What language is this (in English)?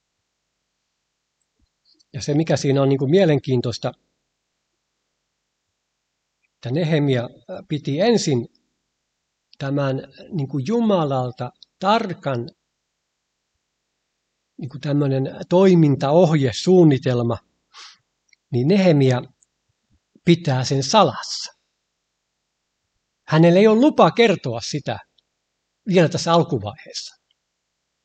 Finnish